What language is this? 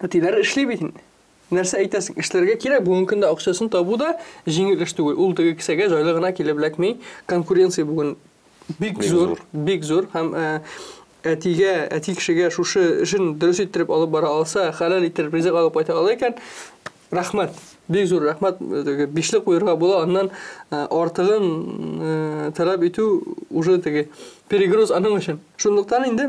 Tatar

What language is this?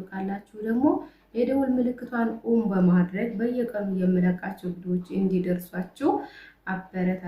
Amharic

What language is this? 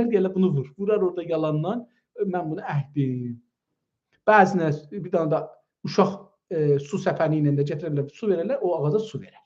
South Azerbaijani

